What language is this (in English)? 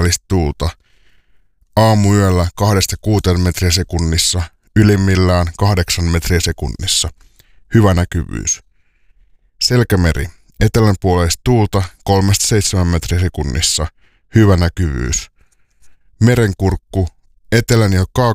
Finnish